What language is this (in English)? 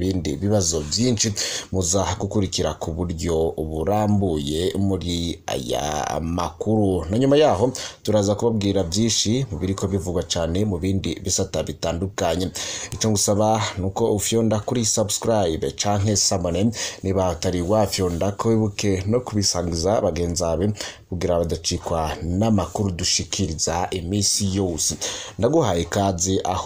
Rundi